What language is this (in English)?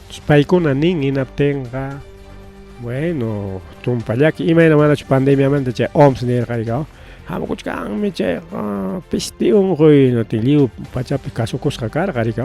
Ayacucho Quechua